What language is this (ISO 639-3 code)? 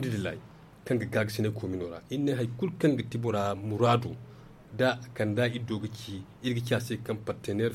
dje